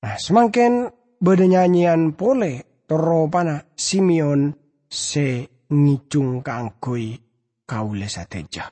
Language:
Madurese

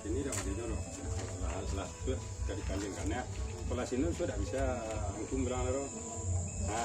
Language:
Minangkabau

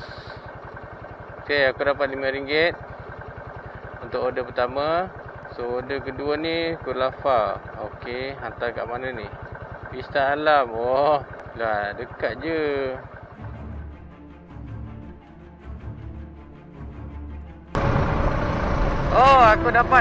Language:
Malay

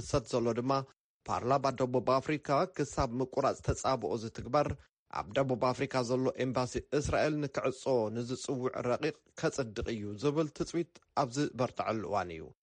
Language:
Tigrinya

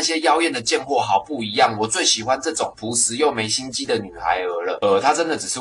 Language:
Chinese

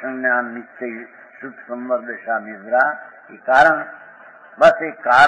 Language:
Gujarati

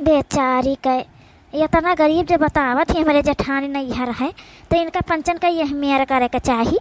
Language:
Awadhi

